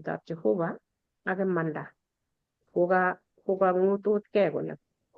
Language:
Kalenjin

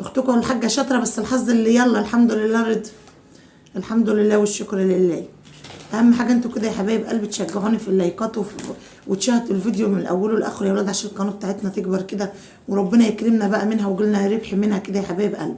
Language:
Egyptian Arabic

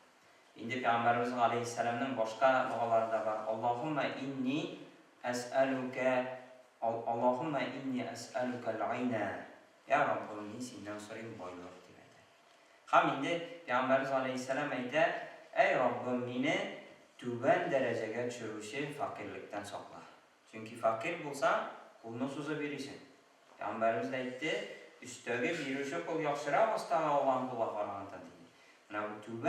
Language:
Tatar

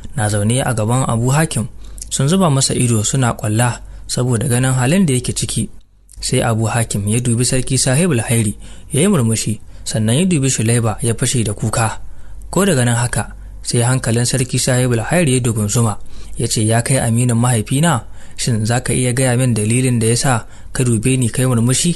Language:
Hausa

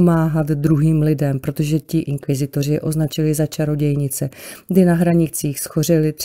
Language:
Czech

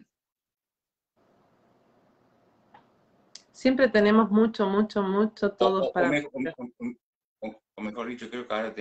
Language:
Spanish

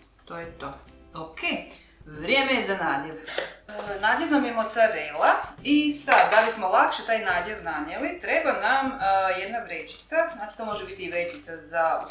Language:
Croatian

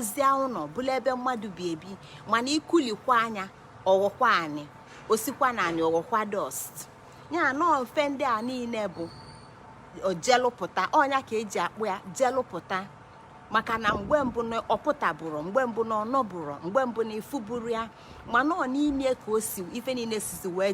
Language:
Igbo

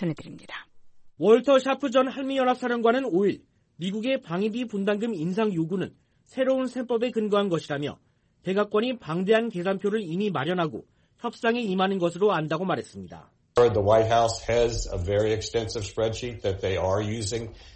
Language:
Korean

